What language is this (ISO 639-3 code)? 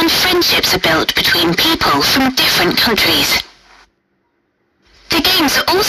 eng